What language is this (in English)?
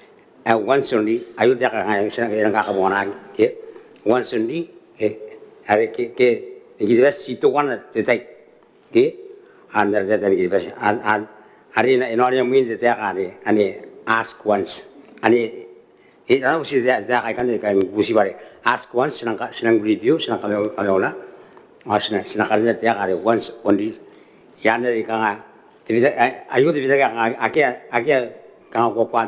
Gilbertese